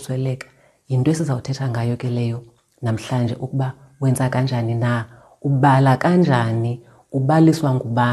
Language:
Xhosa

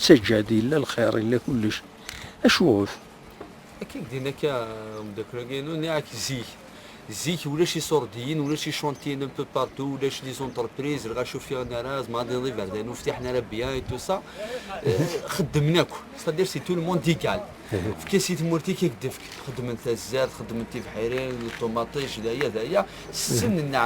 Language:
Kabyle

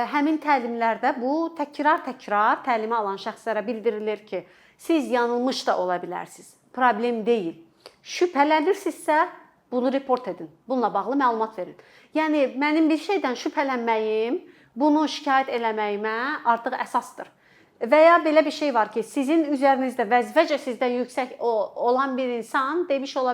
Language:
Azerbaijani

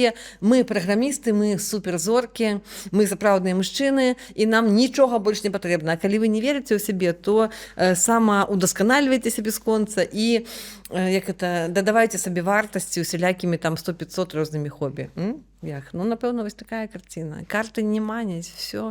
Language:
Belarusian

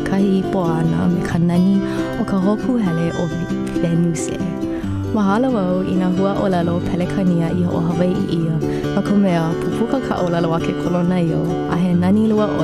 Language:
Hawaiian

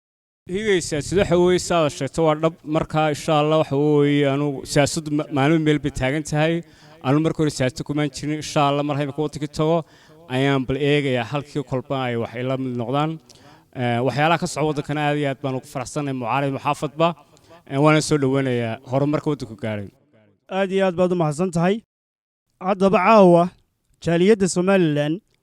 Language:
Somali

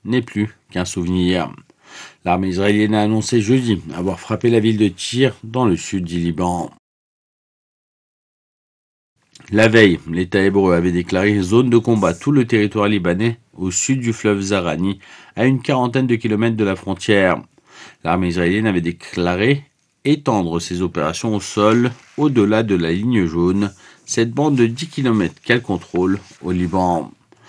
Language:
French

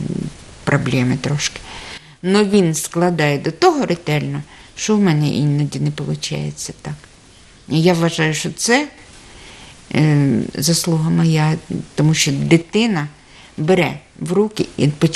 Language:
Ukrainian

